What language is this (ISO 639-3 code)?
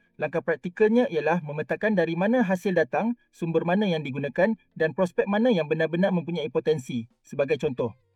msa